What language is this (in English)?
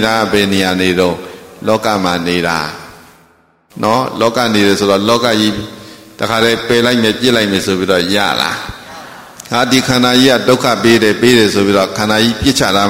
Burmese